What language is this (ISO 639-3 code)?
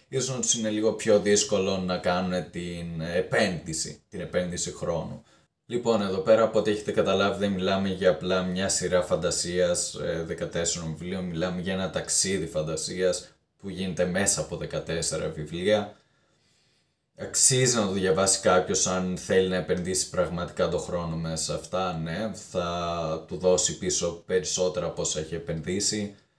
ell